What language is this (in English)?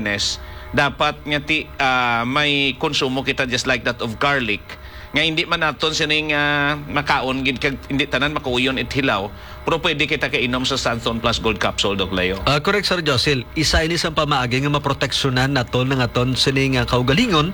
Hiligaynon